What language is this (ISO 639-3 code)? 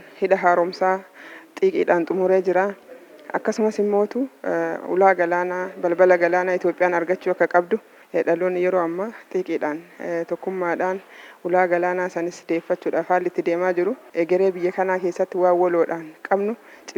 orm